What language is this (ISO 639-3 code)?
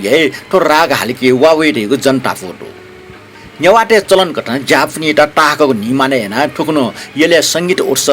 new